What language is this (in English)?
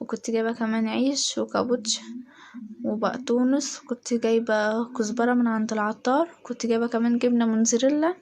Egyptian Arabic